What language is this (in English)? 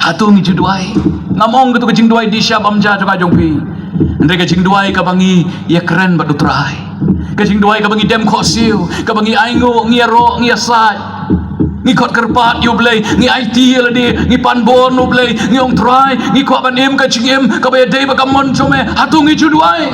Khasi